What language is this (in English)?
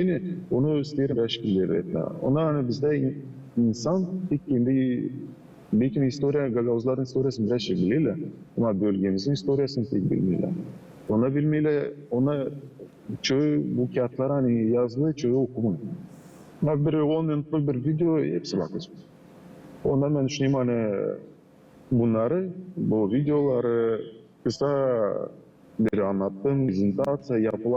Gagauz